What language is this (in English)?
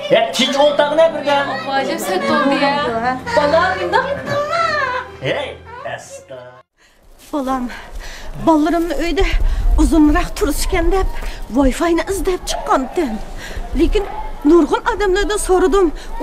Uyghur